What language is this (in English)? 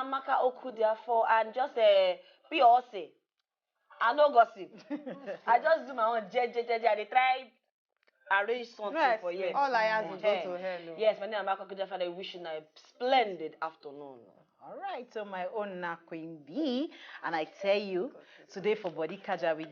Nigerian Pidgin